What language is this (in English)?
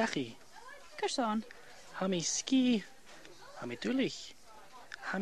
Scottish Gaelic